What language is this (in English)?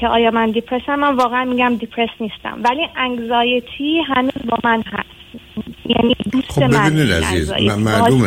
Persian